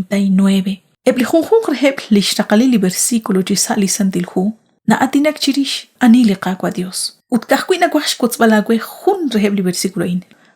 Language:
Kekchí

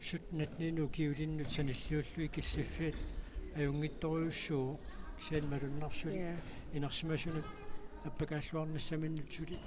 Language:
Kalaallisut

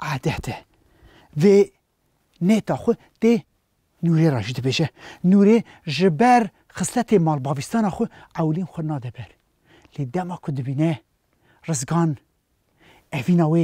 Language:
Kurdish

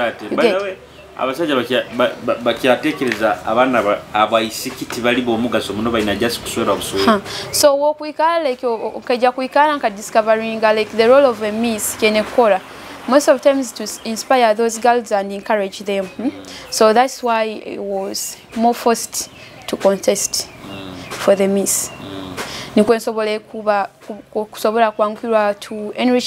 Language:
Nyoro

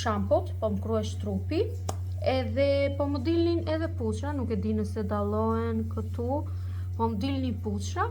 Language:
Albanian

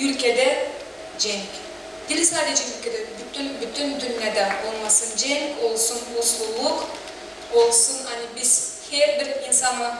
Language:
Gagauz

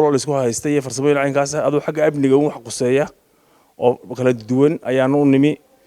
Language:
Somali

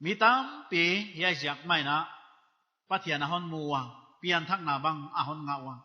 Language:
Paite Chin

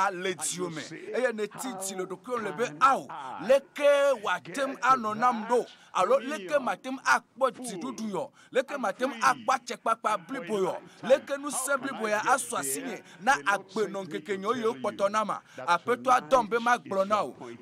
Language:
Ewe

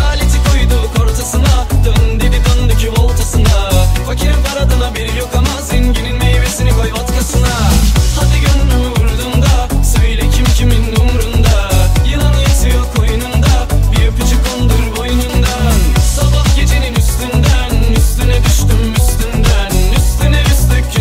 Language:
Turkish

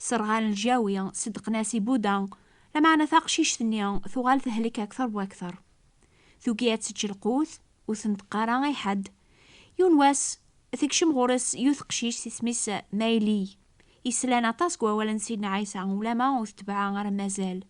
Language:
Kabyle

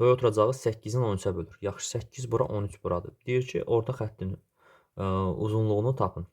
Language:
Azerbaijani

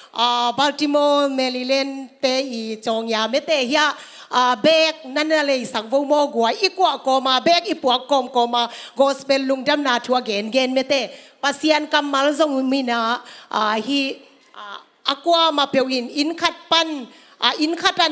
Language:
Tedim Chin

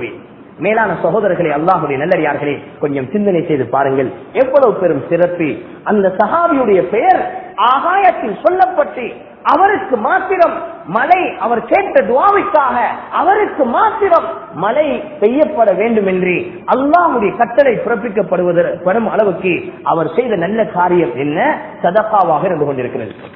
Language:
Tamil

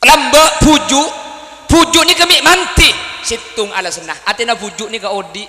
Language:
Madurese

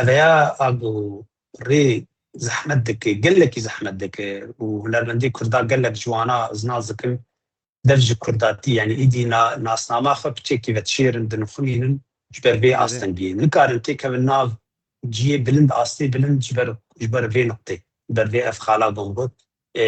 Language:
Kurdish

